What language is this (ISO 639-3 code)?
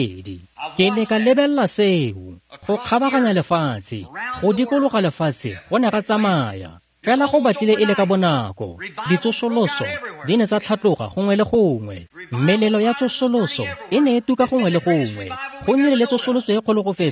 tsn